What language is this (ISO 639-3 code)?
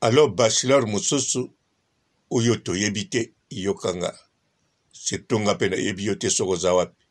lin